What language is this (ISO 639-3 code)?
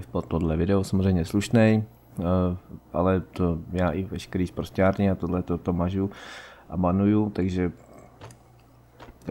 ces